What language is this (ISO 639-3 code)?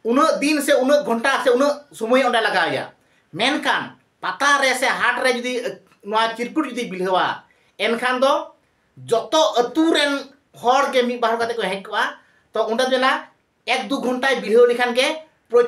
sat